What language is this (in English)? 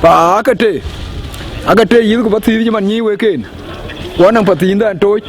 Dinka